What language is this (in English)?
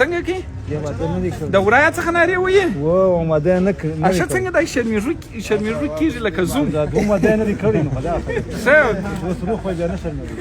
Pashto